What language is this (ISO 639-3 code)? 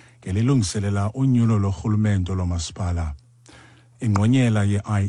xho